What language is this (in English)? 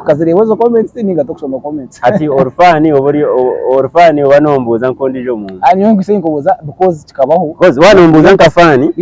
Nyankole